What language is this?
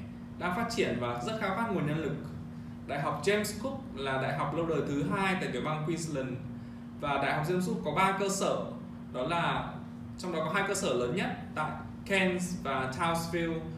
Vietnamese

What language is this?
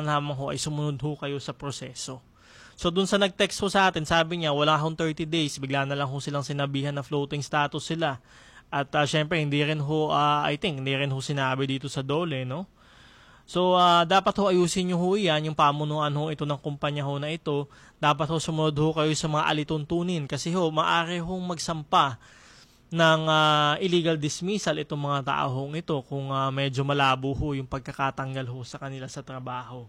Filipino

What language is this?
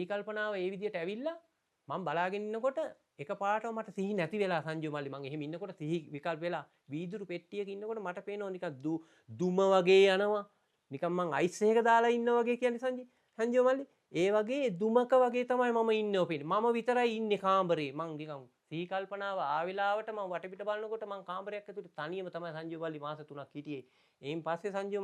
Sinhala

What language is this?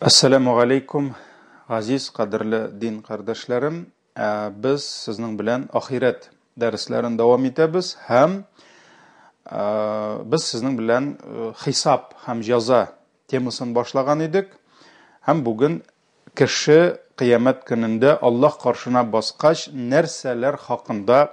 Tatar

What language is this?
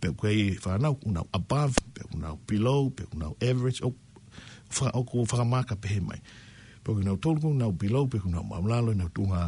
Tongan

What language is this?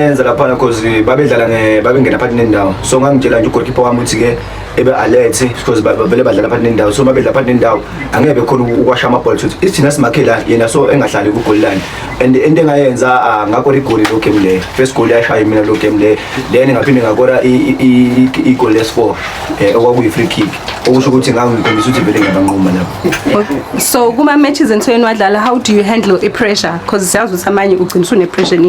Zulu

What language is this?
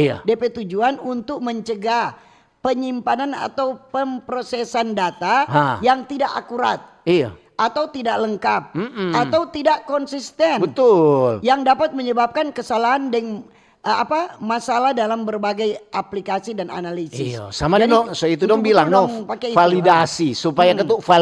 Manado Malay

